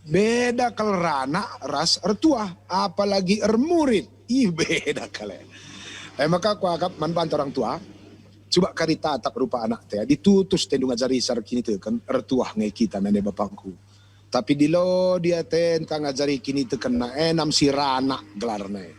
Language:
Batak Karo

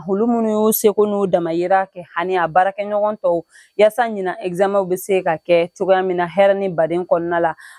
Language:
Bambara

